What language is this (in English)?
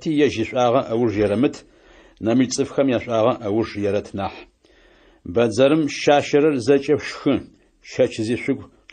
Adyghe